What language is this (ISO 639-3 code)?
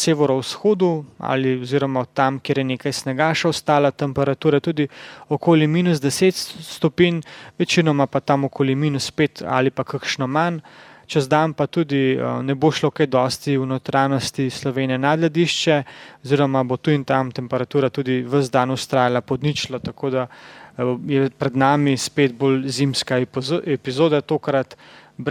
slv